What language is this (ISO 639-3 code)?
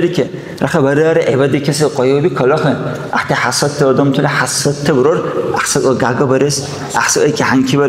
dar